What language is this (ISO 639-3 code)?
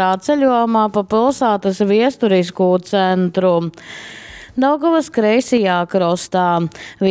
ltg